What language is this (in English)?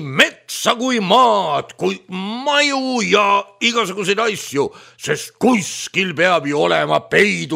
Estonian